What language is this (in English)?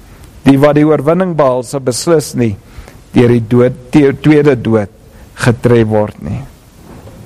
Afrikaans